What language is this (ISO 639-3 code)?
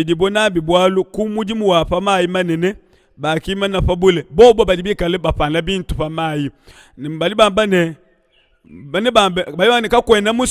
lua